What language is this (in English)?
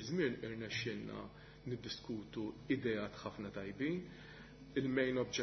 Maltese